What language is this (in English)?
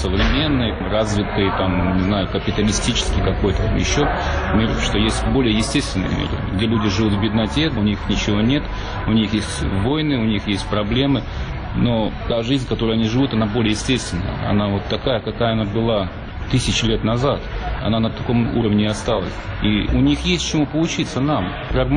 Russian